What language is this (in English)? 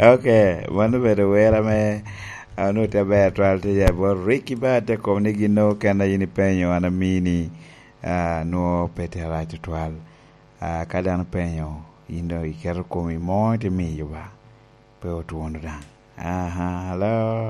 Lango (Uganda)